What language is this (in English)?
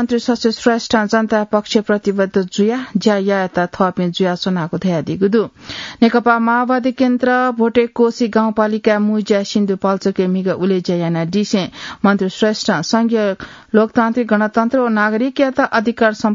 Newari